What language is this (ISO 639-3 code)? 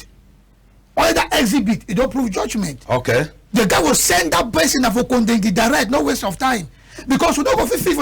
wes